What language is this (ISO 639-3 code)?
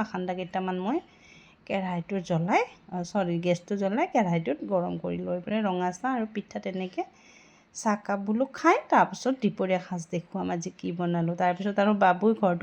asm